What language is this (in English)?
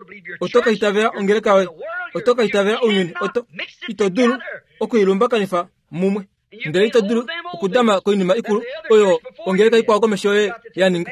Kuanyama